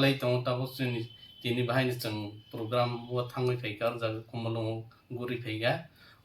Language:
Kok Borok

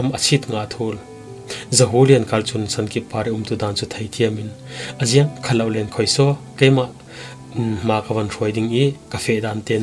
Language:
Falam Chin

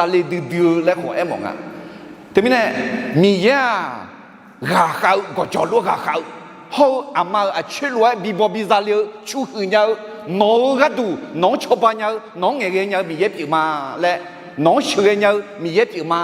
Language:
Akha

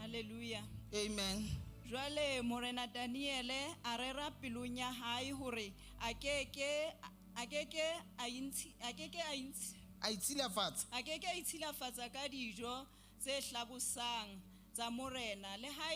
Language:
Southern Sotho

